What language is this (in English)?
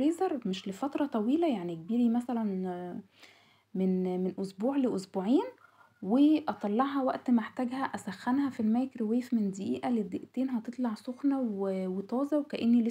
Egyptian Arabic